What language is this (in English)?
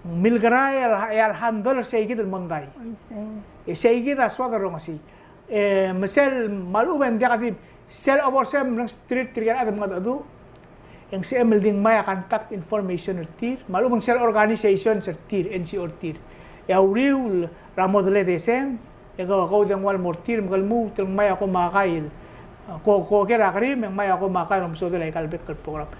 Palauan